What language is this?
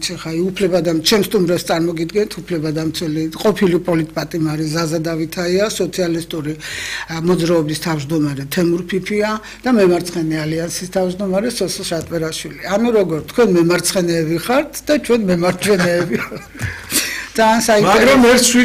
Georgian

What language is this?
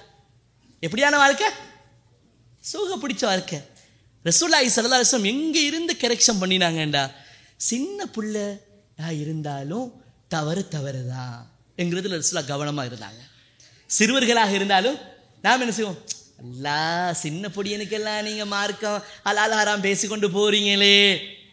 Tamil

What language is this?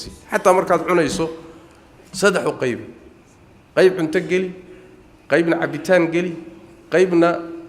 Somali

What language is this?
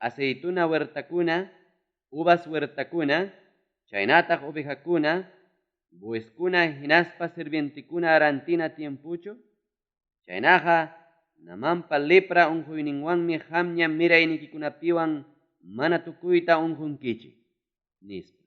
Ayacucho Quechua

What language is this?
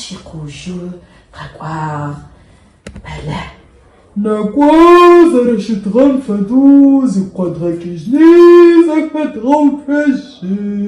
Adyghe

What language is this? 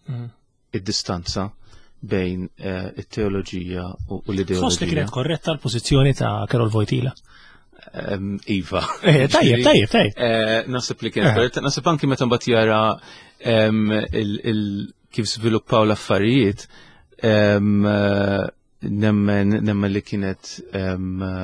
Maltese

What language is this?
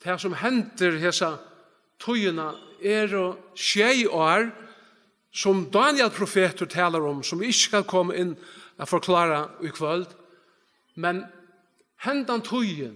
Faroese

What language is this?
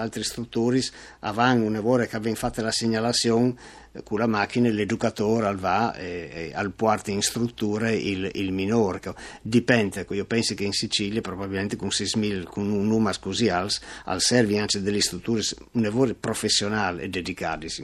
Friulian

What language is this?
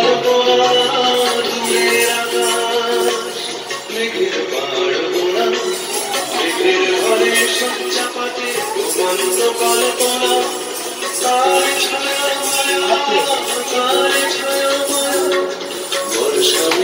Bangla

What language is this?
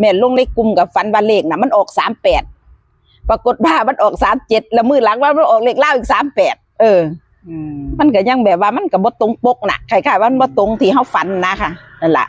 Northeastern Thai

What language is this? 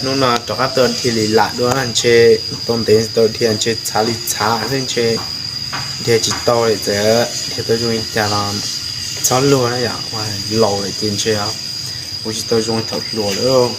Hmong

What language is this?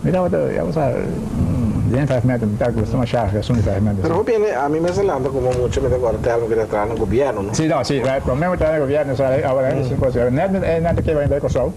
Papiamento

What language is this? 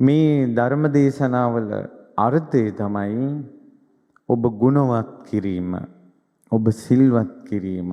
Sinhala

